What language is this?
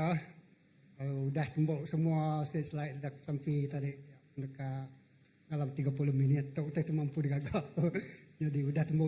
Iban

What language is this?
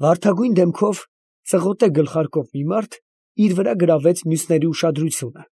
Armenian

